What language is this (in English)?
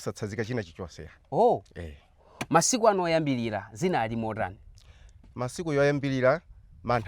Nyanja